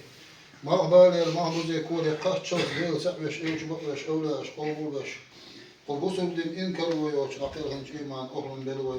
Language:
Chechen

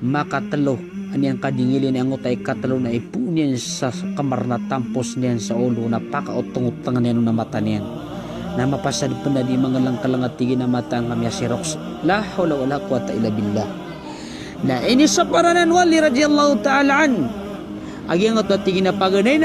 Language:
Maranao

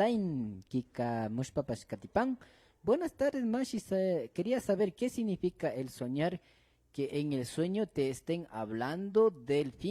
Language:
Imbabura Highland Quichua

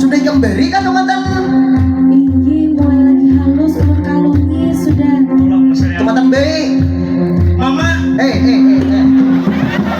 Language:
Banjar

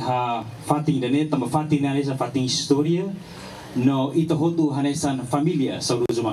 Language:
Tetum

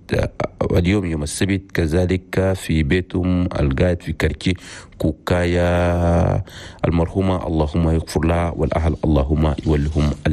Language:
Chadian Arabic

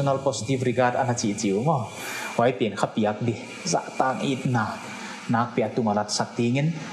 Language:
Paite Chin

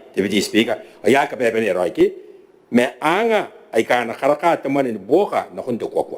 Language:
Gilbertese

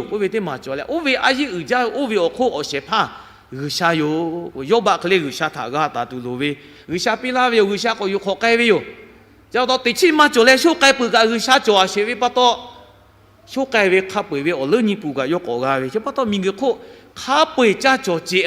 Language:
Lahu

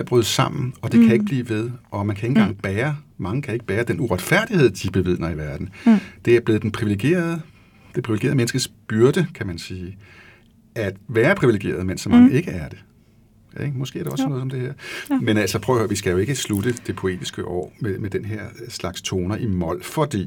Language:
Danish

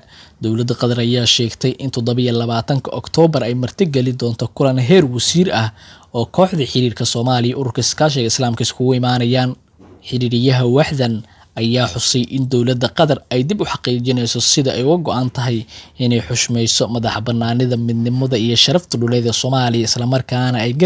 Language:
Somali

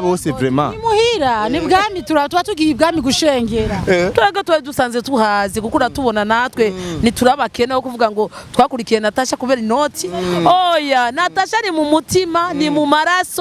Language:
Rundi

